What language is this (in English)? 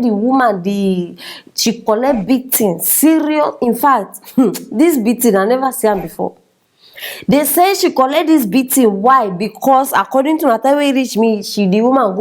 Nigerian Pidgin